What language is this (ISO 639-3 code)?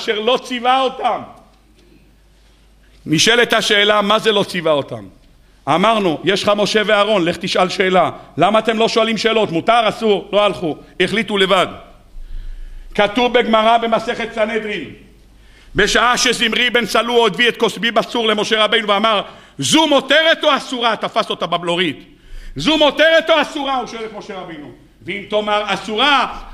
heb